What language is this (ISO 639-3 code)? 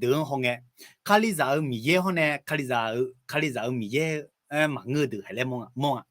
ahk